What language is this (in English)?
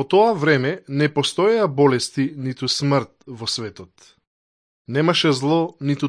Macedonian